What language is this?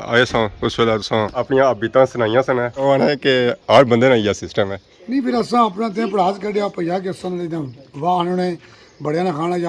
Pahari-Potwari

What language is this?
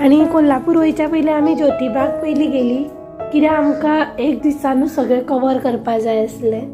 Konkani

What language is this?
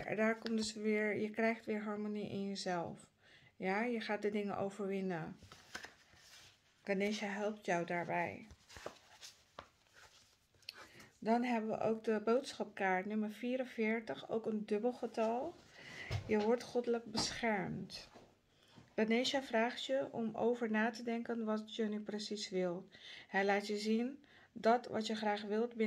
Dutch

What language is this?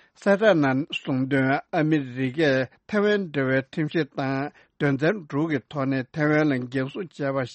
Tibetan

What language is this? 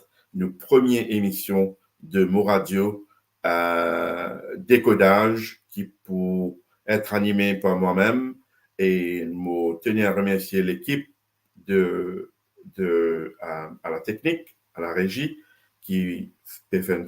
Morisyen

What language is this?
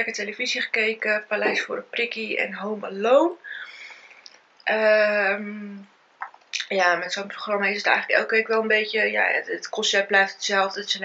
Dutch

